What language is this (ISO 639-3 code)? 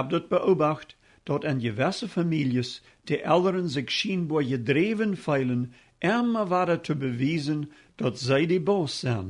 pdt